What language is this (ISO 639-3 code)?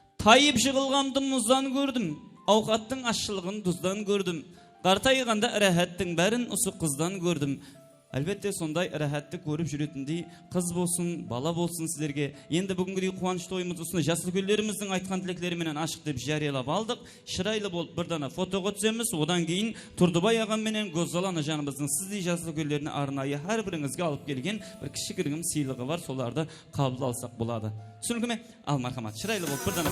kaa